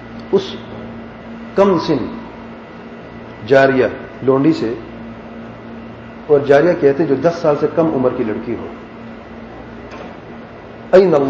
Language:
Urdu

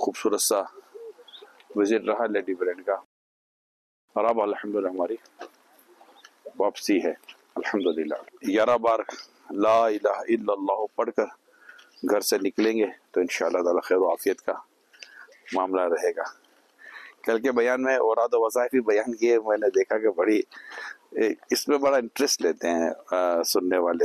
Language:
Urdu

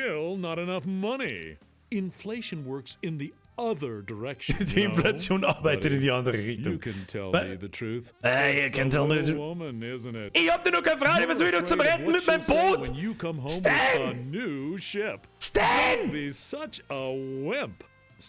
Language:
Bavarian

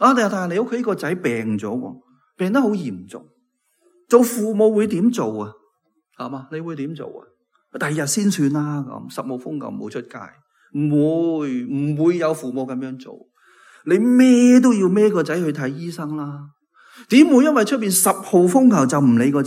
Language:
Cantonese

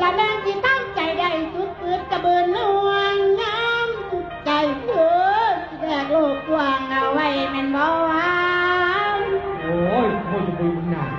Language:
Northeastern Thai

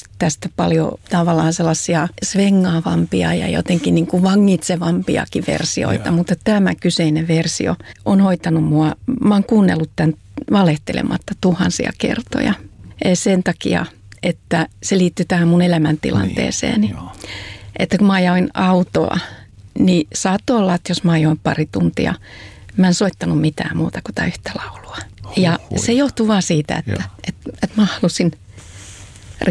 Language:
Finnish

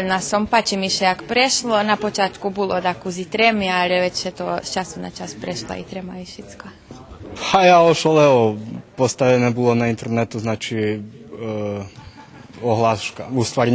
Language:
Rusyn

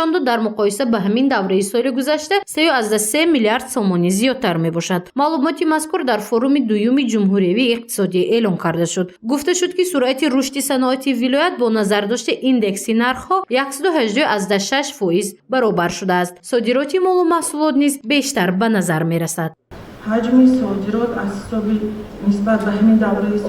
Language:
Tajik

